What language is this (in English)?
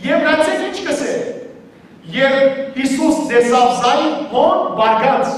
Western Armenian